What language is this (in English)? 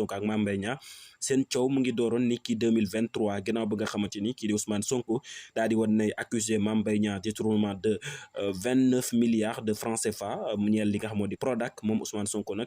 Wolof